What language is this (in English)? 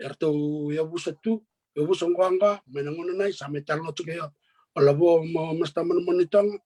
Fijian